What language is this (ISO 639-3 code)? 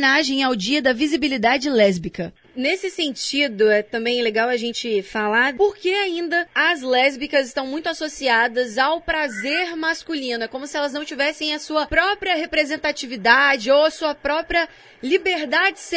por